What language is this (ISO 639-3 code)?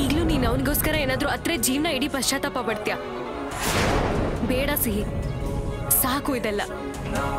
kan